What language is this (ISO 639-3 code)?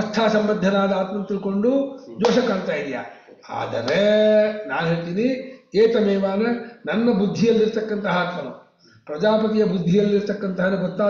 kan